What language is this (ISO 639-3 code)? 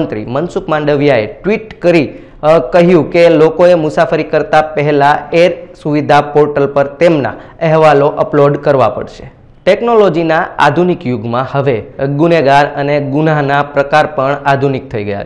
guj